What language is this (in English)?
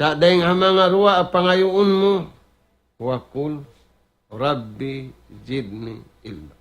Tausug